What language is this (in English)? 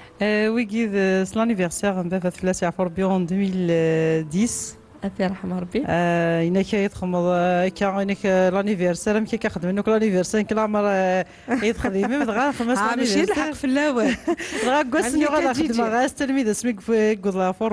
Kabyle